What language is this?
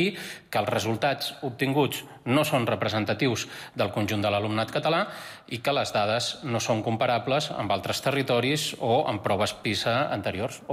Catalan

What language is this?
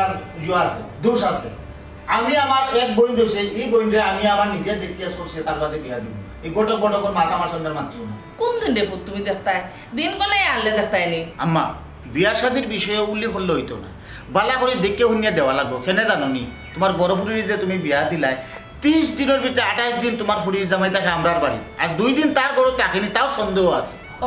Sylheti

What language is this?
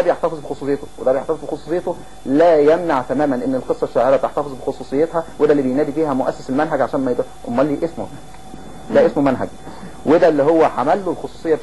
Egyptian Arabic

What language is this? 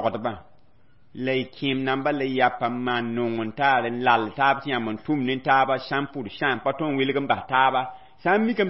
Mossi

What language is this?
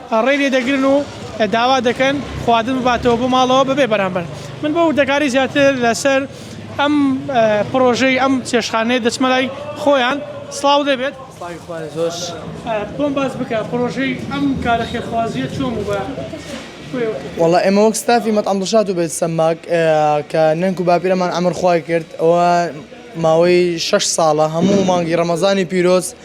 Central Kurdish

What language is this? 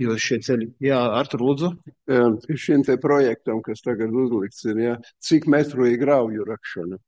Latvian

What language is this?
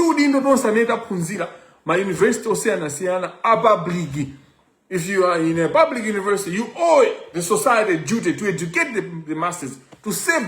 Nyanja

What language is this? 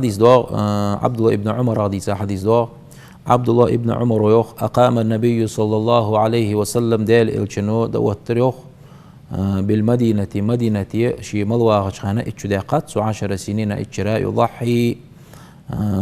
Ingush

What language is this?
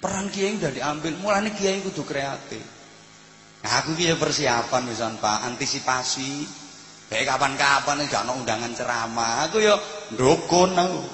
Javanese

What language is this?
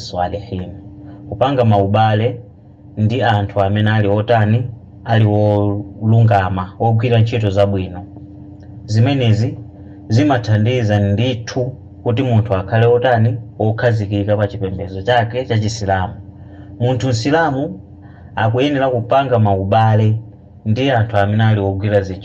Nyanja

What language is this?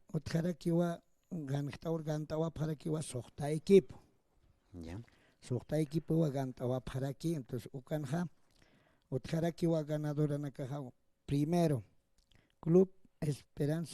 Aymara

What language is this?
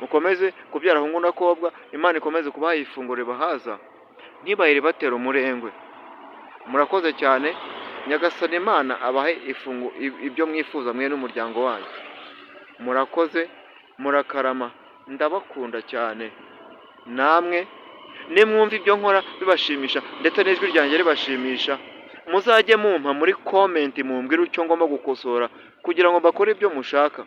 Kinyarwanda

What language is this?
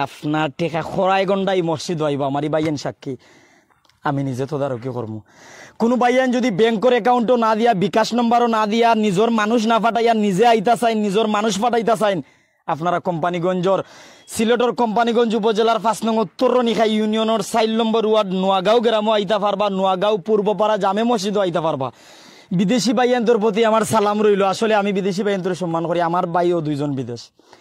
Sylheti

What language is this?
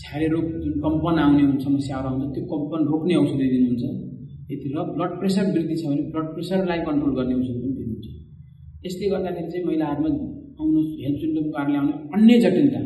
Nepali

